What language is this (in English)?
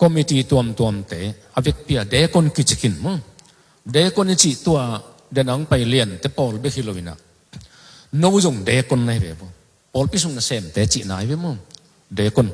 Tedim Chin